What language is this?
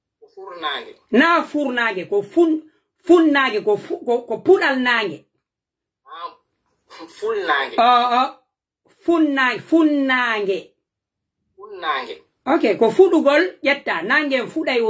Pular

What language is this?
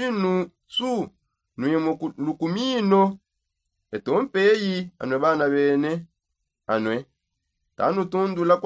Songe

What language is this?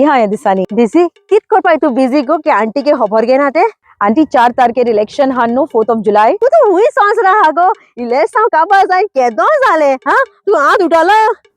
Konkani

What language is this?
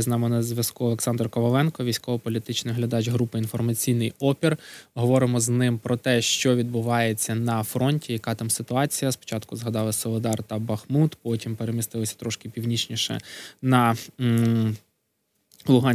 Ukrainian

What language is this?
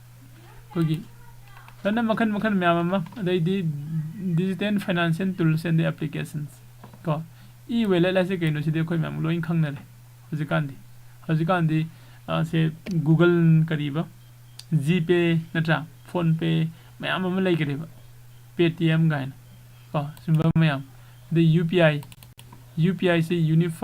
Manipuri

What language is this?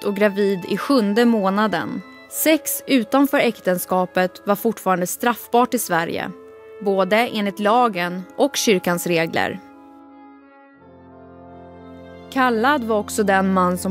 Swedish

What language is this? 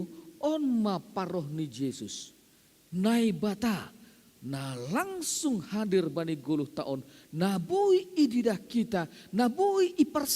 Batak Simalungun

